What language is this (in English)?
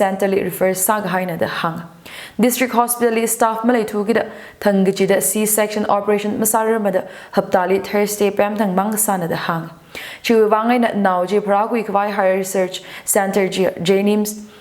Tangkhul Naga (India)